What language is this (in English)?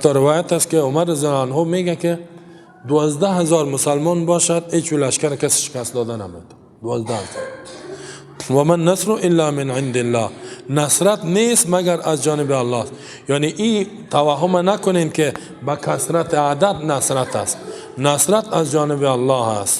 Persian